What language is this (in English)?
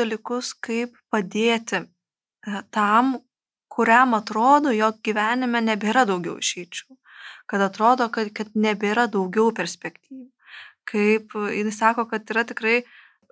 Lithuanian